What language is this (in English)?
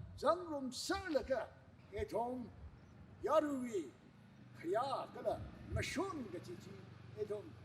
Tangkhul Naga (India)